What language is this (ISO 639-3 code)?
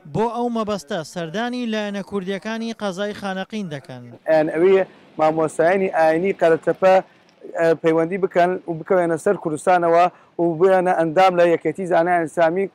ckb